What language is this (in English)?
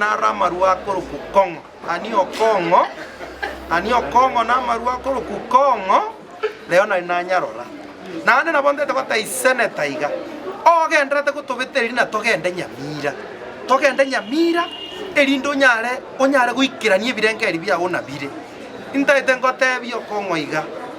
Gusii